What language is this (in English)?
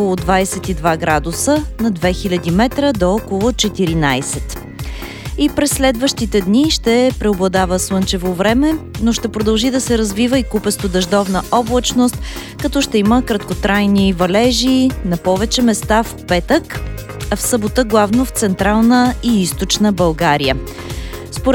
Bulgarian